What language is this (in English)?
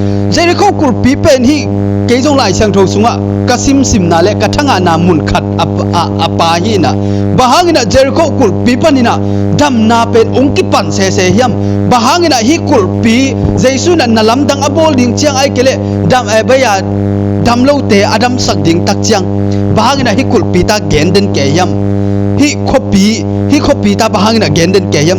Tedim Chin